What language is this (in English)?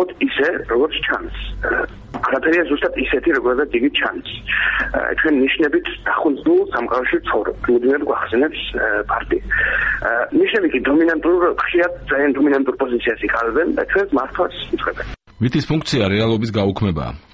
Georgian